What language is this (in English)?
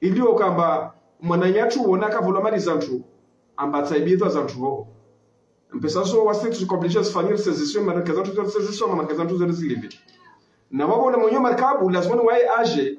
Ngazidja Comorian